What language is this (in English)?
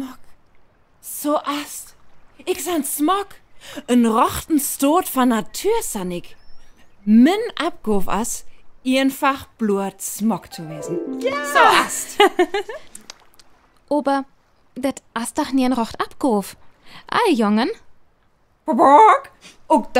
Northern Frisian